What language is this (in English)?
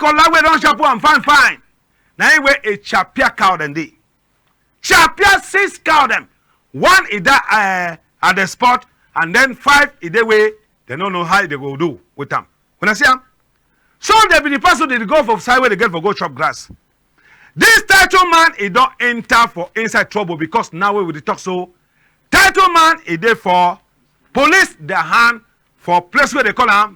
Cameroon Pidgin